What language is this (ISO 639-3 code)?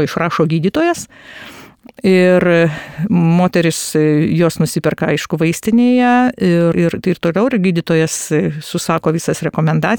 lit